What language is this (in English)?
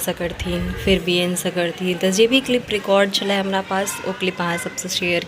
Maithili